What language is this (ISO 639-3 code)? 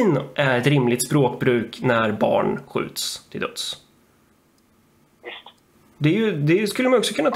swe